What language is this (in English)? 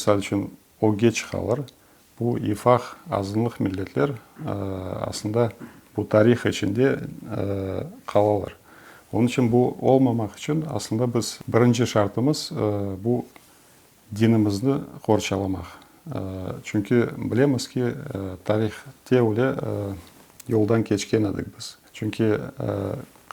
Crimean Tatar